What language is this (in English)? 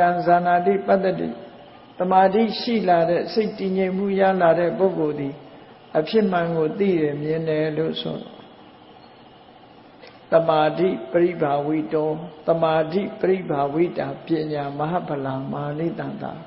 Burmese